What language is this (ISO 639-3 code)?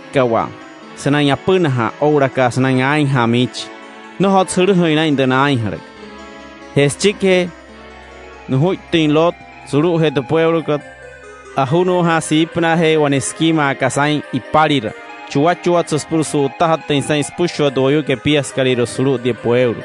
guc